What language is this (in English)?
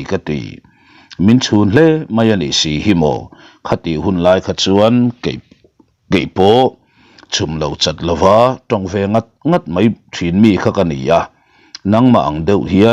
Mizo